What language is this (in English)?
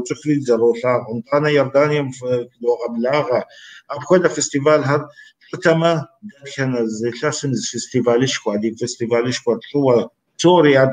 Kabardian